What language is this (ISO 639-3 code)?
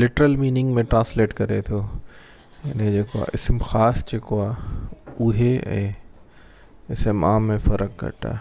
snd